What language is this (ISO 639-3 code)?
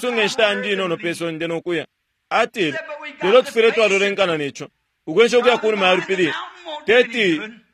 bem